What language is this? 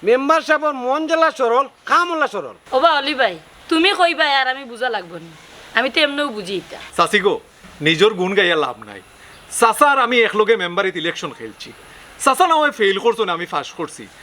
Sylheti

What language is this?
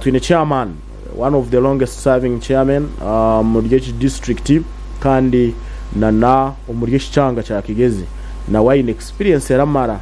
Nyankole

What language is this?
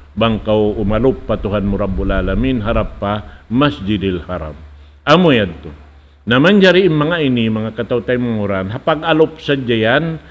Tausug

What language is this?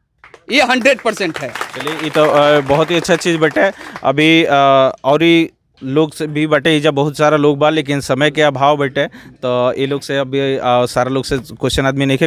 Bhojpuri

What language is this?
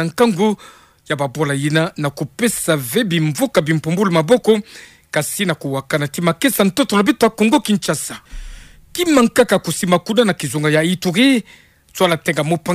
Kituba (Democratic Republic of Congo)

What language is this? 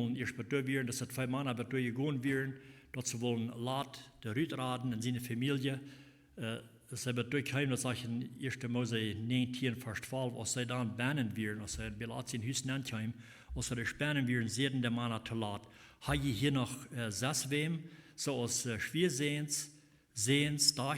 Plautdietsch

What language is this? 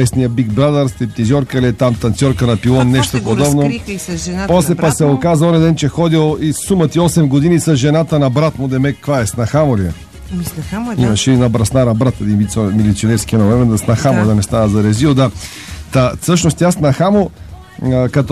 Bulgarian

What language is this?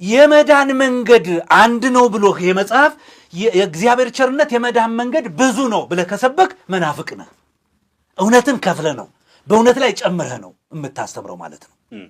Amharic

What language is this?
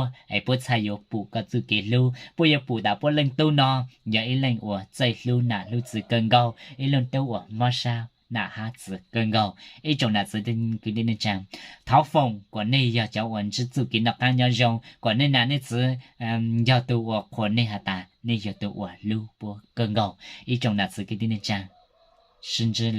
Hmong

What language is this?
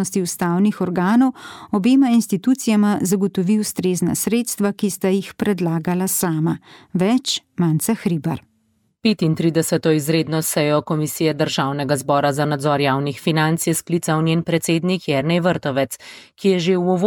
Slovenian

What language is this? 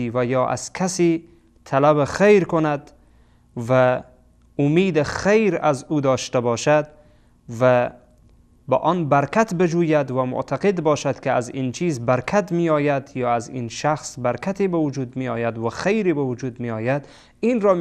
Persian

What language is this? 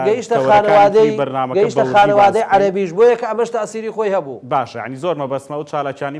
Central Kurdish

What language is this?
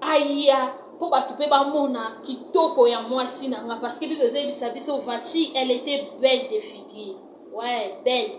Lingala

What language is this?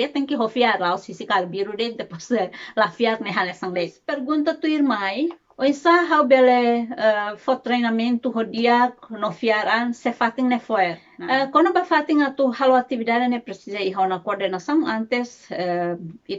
Tetum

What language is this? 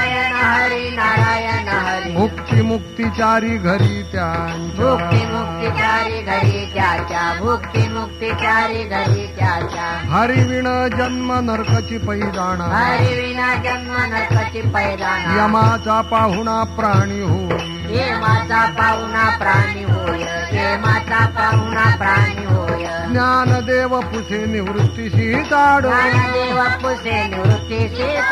Marathi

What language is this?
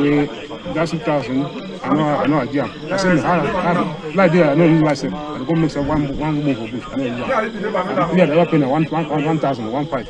Cameroon Pidgin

